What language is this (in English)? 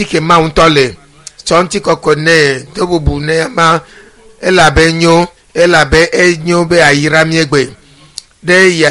Ewe